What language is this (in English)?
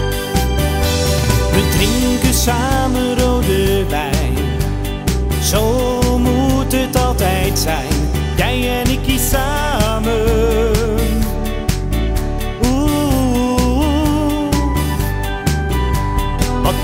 Dutch